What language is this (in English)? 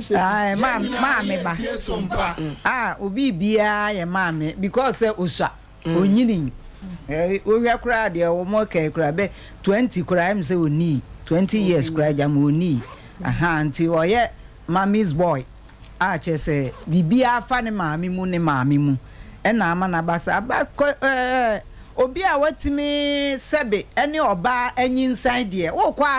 Akan